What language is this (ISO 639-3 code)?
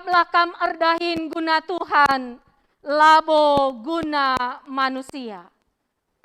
btx